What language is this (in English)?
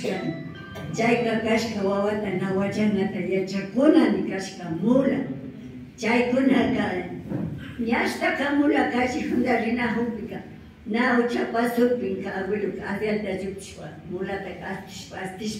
Imbabura Highland Quichua